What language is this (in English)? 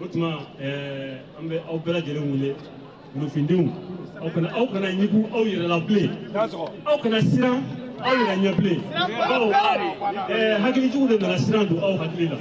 Bambara